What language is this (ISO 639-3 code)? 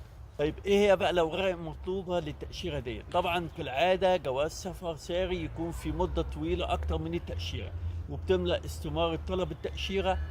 arz